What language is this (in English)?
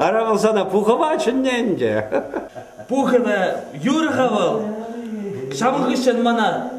Chuvash